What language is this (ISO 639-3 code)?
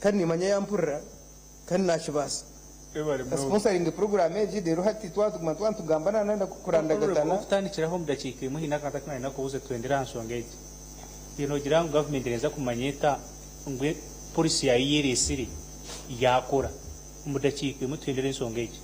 nyn